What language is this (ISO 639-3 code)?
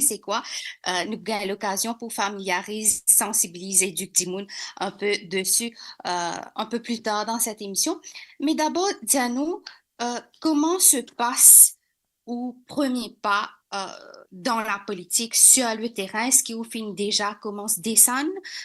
mfe